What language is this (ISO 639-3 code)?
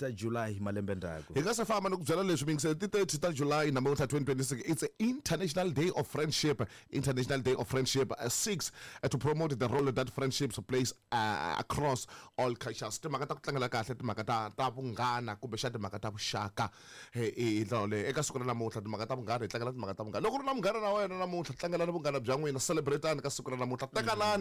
tso